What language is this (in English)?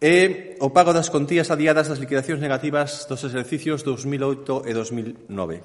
Galician